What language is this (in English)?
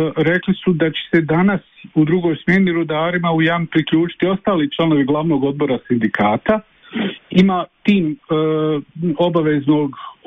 Bosnian